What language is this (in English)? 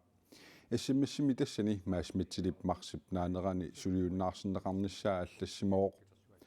Kalaallisut